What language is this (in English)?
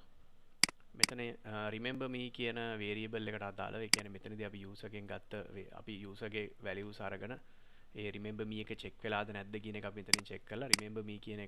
Sinhala